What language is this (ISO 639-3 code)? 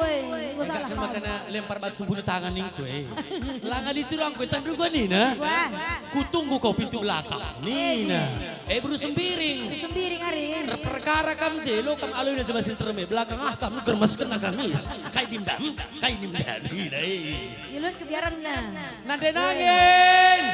btx